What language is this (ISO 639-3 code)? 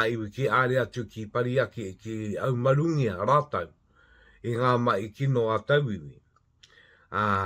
mri